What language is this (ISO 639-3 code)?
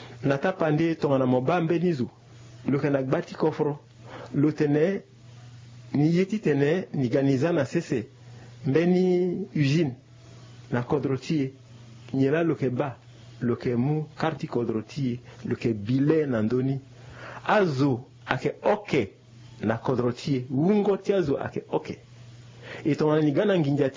sag